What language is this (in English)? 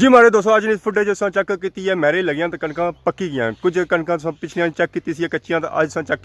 Pahari-Potwari